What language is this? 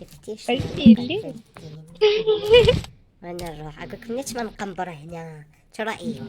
Mesopotamian Arabic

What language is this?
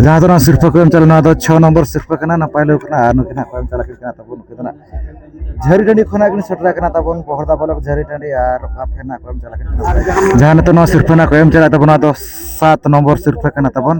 Santali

